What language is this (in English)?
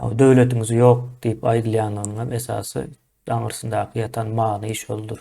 Turkmen